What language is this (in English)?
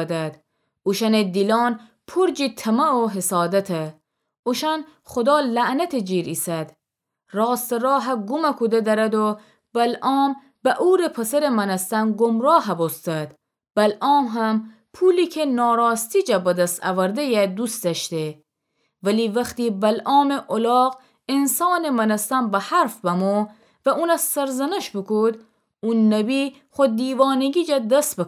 Gilaki